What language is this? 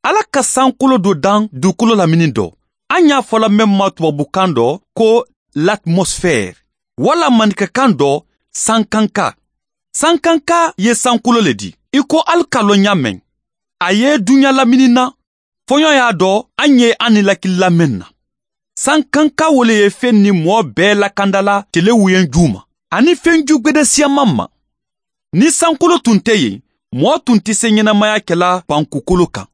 Bambara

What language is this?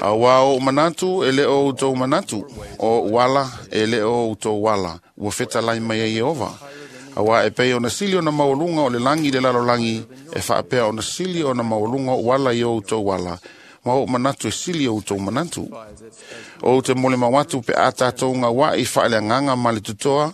Samoan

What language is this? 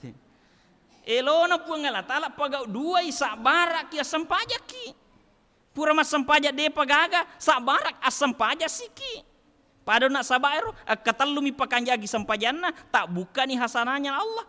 Buginese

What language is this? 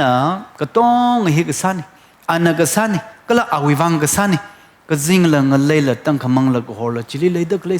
Tangkhul Naga (India)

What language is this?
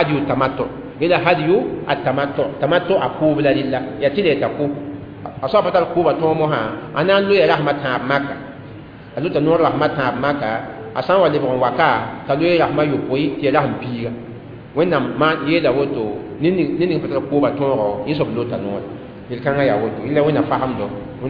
Mossi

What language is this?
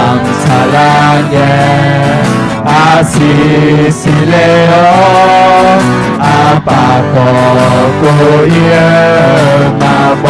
Akha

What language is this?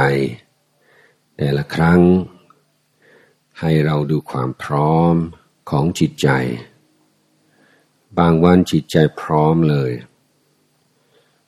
Thai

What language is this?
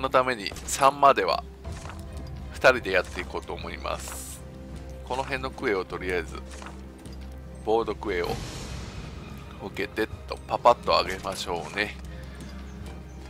Japanese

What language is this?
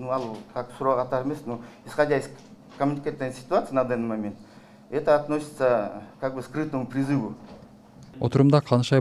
Kyrgyz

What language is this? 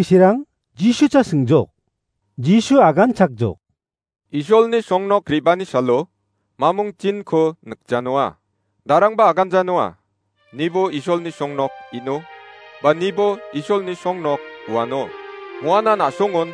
Garo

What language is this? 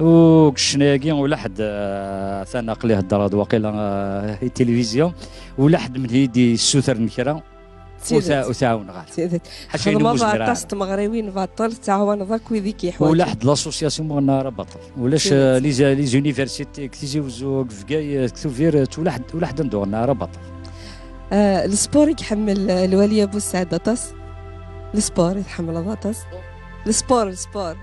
Kabyle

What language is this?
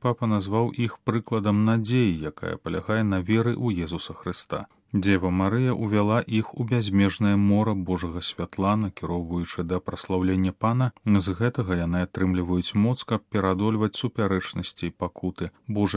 Belarusian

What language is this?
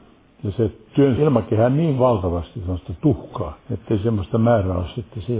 Finnish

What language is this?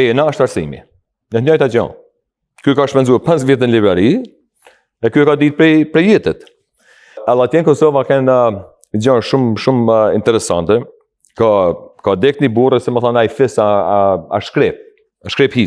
Albanian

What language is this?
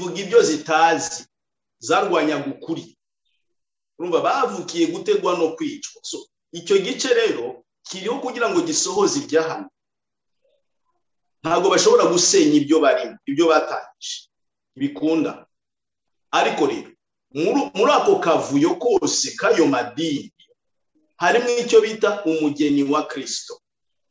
Kinyarwanda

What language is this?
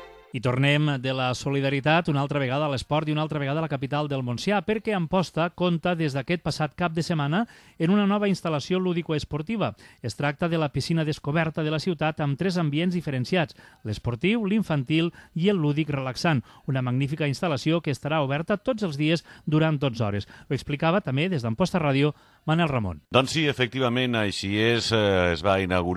Catalan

